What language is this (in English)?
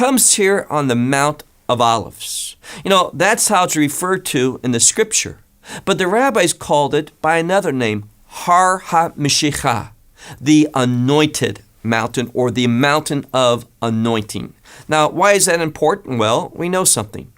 English